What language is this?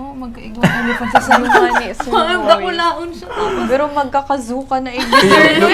Bikol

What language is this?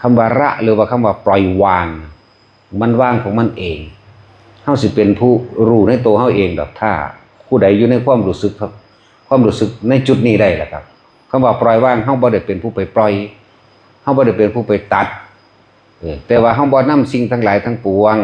Northeastern Thai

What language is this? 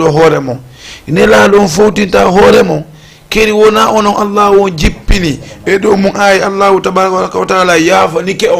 Fula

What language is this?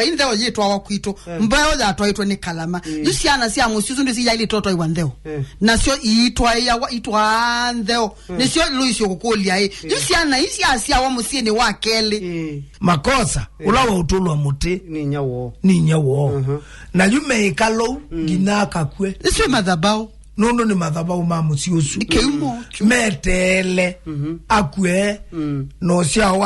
Kamba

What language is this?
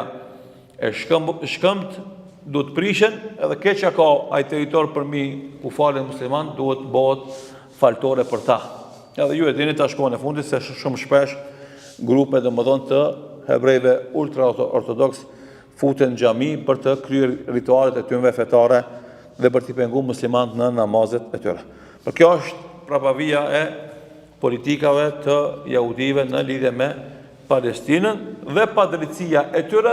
Albanian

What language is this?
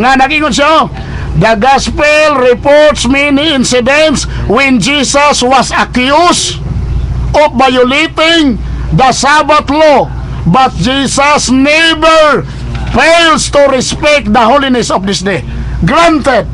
Cebuano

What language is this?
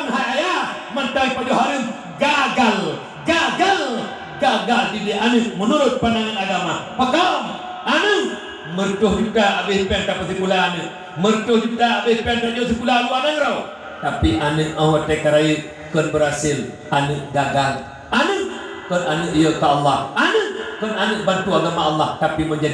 Achinese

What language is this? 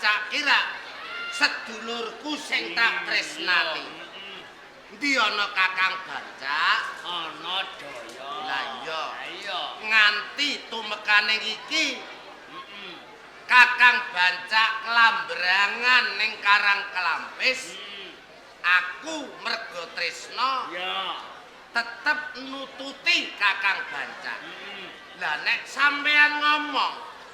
Javanese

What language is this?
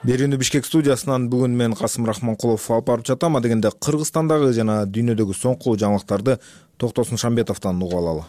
Kyrgyz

